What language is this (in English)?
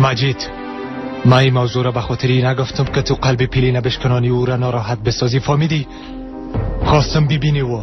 Persian